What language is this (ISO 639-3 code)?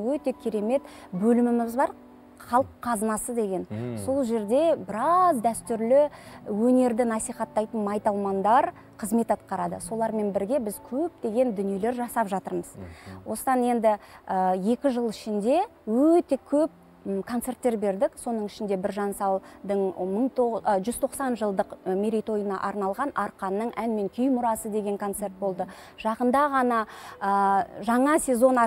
kaz